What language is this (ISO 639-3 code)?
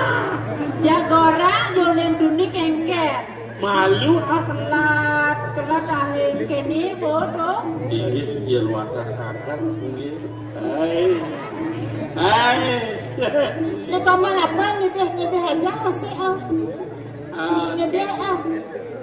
ban